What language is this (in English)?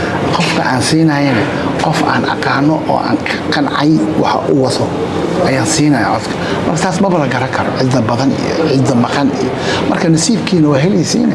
Somali